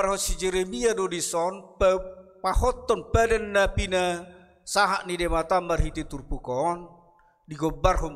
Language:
Batak Toba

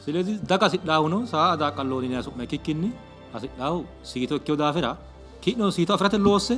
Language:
Sidamo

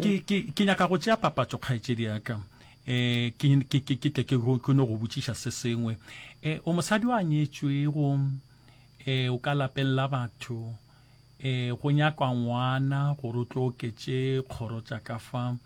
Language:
Northern Sotho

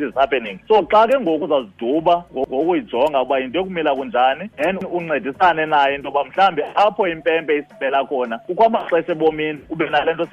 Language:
Xhosa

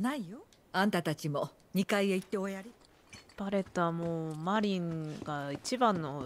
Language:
Japanese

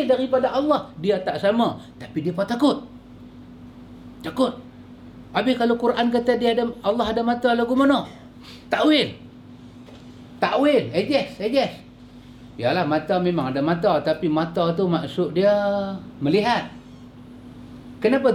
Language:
Malay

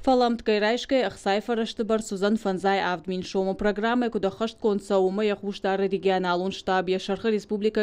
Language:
Ossetic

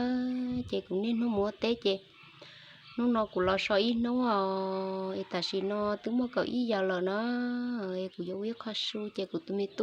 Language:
Hmong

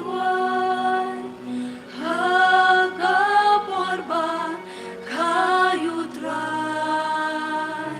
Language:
Khasi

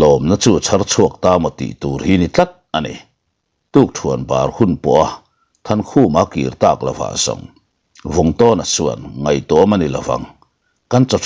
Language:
Mizo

